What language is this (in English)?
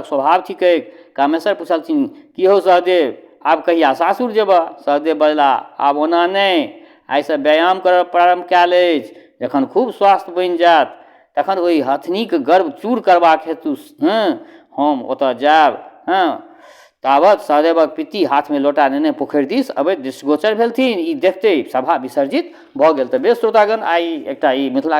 Maithili